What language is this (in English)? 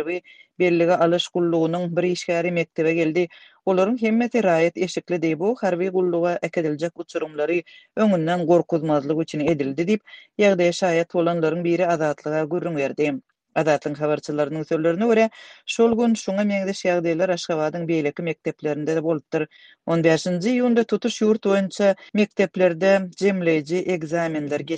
Turkmen